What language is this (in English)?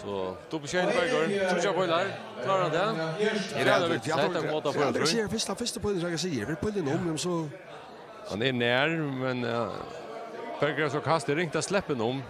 Faroese